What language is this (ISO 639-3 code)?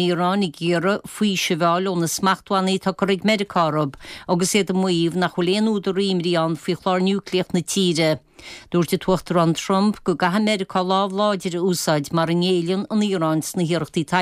gle